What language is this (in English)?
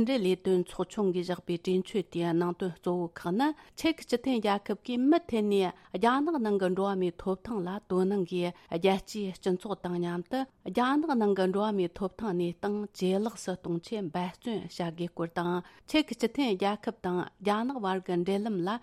Tibetan